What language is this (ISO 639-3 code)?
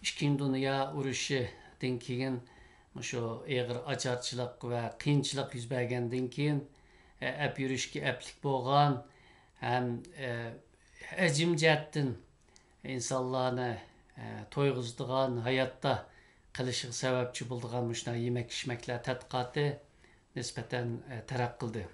uig